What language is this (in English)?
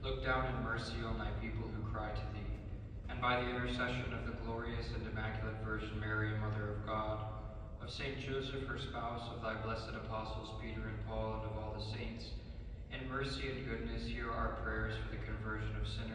English